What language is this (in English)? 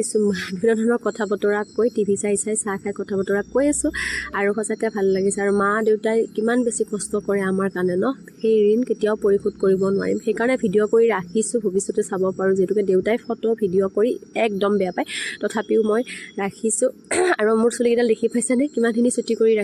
Assamese